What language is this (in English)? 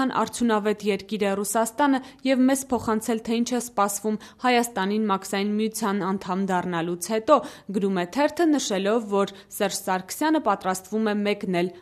Armenian